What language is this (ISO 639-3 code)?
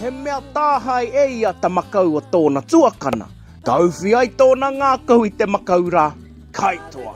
mri